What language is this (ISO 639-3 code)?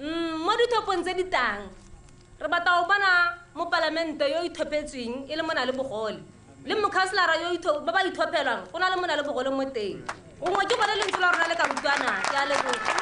tsn